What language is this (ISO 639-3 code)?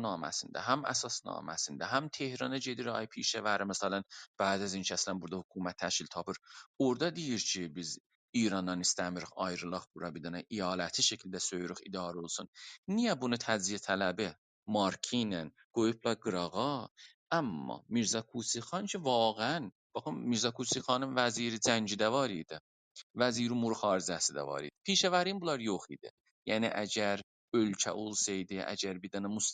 azb